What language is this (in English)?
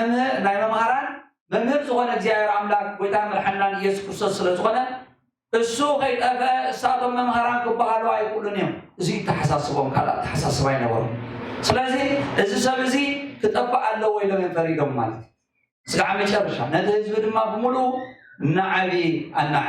Tigrinya